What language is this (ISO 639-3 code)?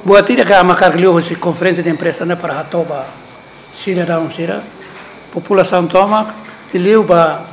tet